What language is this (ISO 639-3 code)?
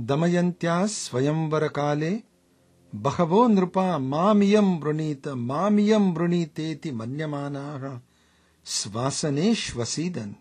san